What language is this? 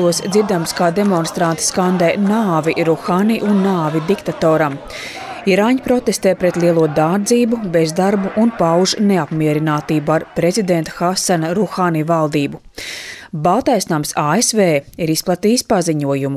Latvian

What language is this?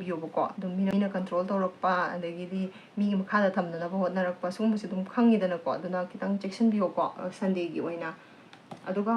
Manipuri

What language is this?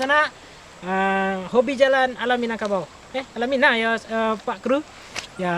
Minangkabau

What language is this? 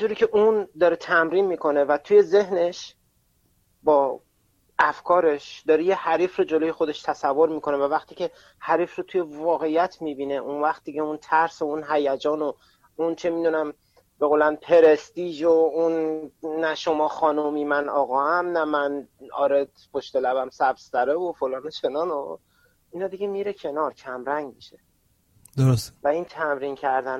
Persian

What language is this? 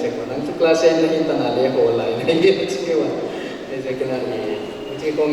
Paite Chin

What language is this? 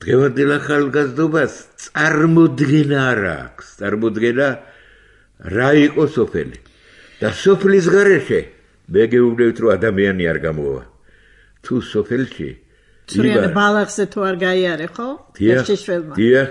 Georgian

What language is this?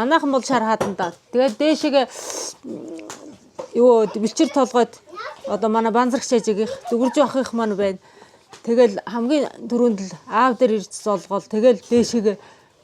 Mongolian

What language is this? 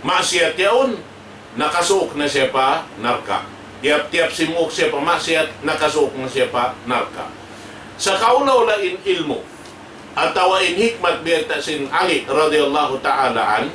Tausug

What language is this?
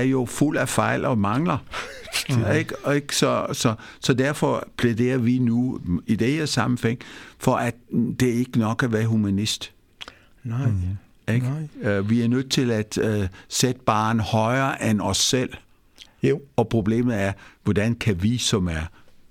Danish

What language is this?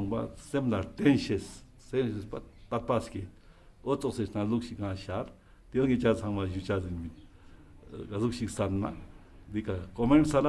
Ladakhi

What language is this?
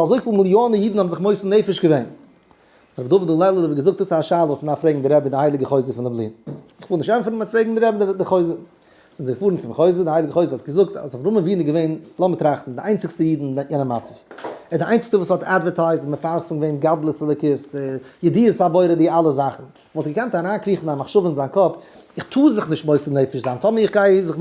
Yiddish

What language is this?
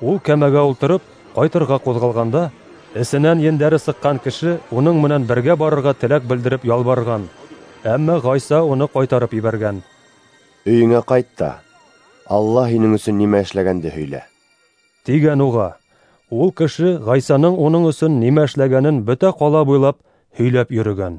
Bashkir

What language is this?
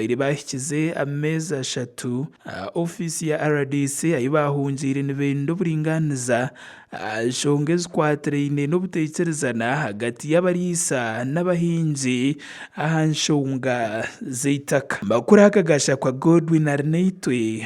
Nyankole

